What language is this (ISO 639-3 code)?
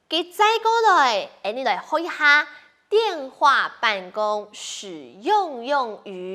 hak